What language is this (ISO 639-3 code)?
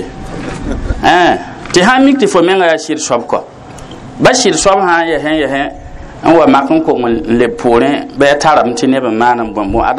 mos